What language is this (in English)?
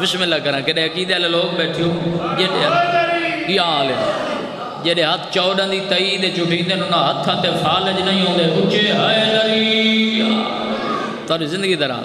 Saraiki